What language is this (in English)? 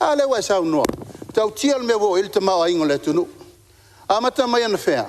Samoan